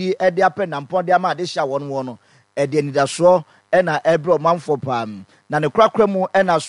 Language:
Akan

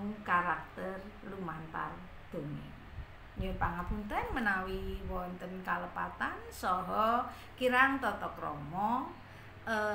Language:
Javanese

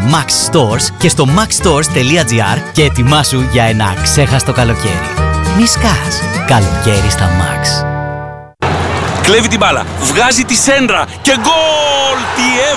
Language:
Greek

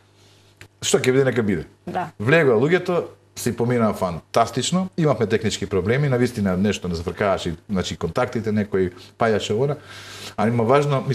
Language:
Macedonian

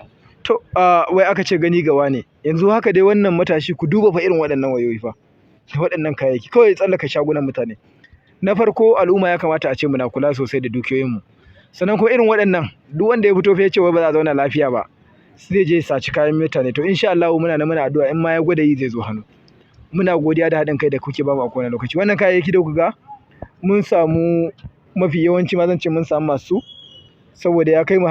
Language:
Hausa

